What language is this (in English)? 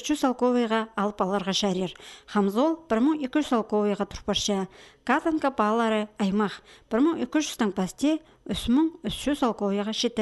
Khakas